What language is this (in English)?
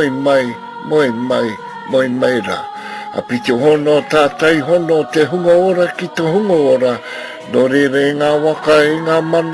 Māori